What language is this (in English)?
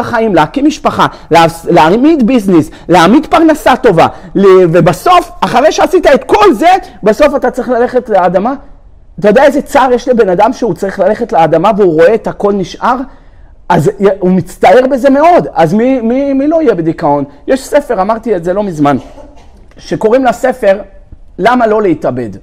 Hebrew